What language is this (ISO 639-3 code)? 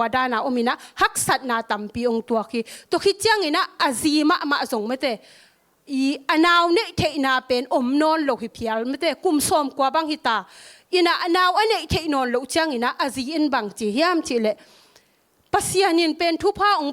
ctd